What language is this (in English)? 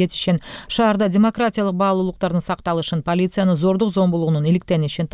Kyrgyz